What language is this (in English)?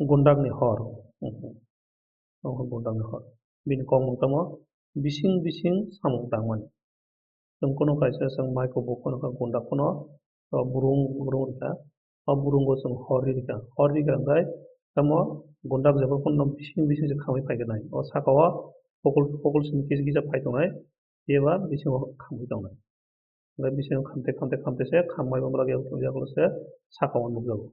Kok Borok